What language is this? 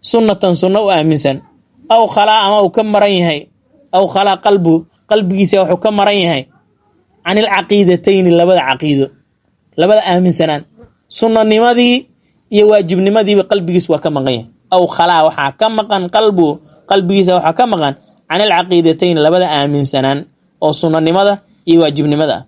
Somali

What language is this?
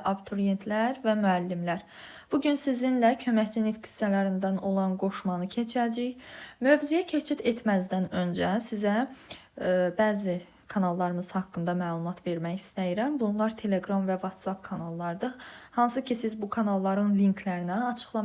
Azerbaijani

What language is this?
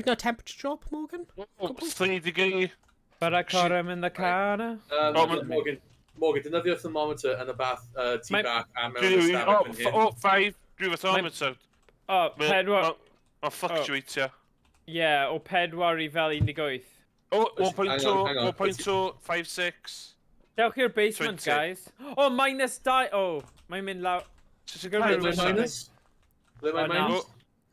Welsh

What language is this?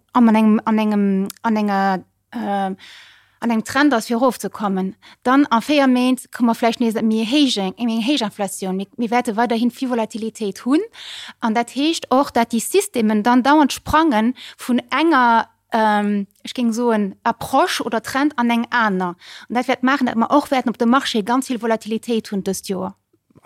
Luxembourgish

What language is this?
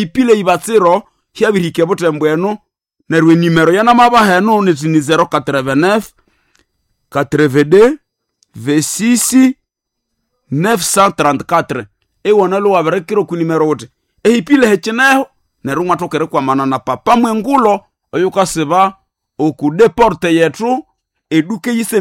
Nande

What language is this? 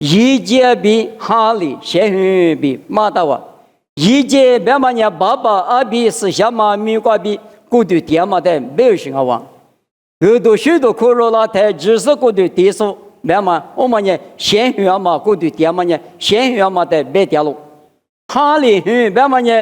Lisu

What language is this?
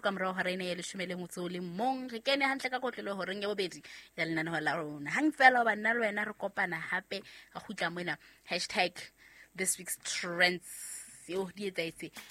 Southern Sotho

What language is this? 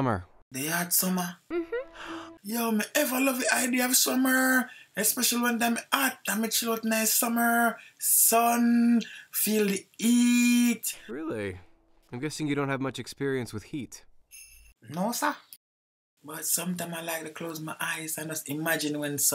Jamaican Creole English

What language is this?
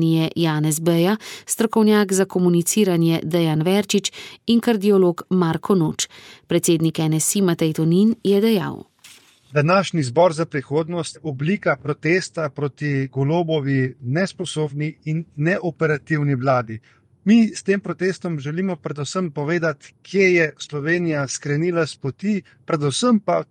Slovenian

